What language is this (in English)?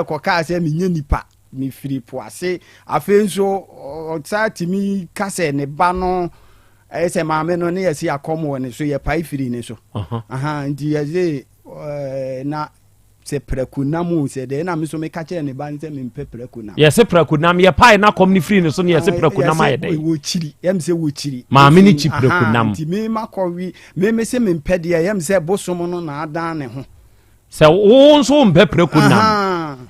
Akan